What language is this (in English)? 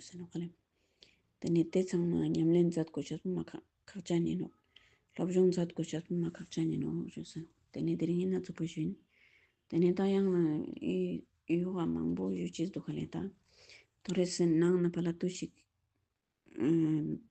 Ladakhi